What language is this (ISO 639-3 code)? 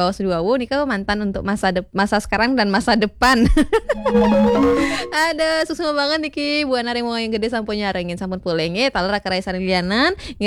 ban